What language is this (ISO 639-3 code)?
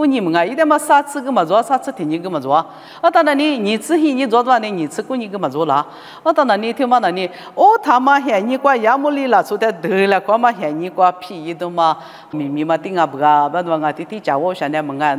lis